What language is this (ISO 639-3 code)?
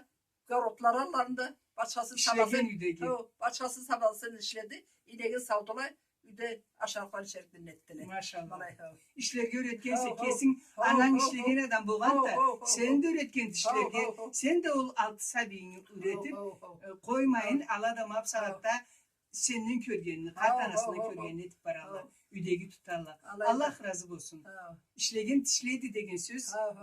krc